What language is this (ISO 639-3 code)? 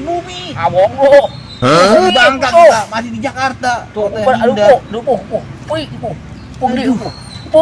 bew